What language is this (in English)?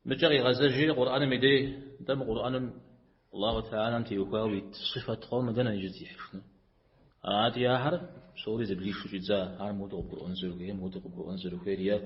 Kabardian